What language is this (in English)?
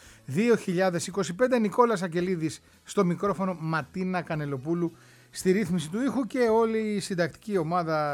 Greek